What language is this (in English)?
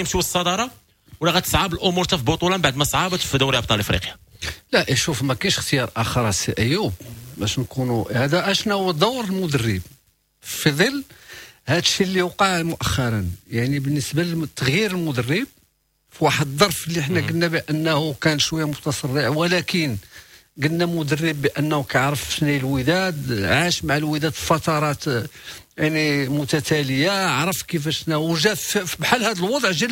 Moroccan Arabic